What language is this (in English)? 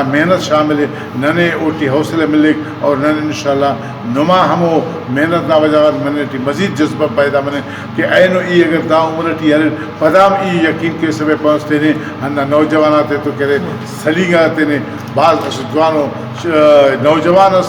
Brahui